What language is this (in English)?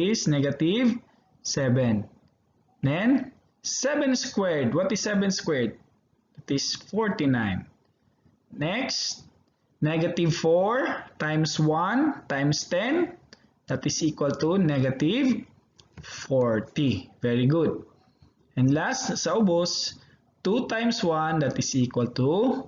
Cebuano